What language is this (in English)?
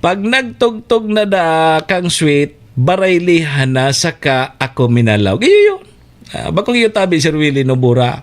Bikol